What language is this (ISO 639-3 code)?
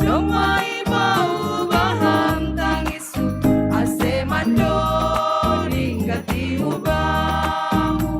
bts